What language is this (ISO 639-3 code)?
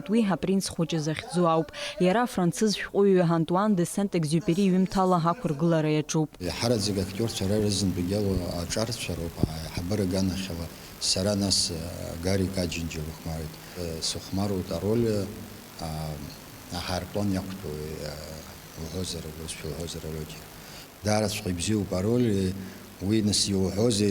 abk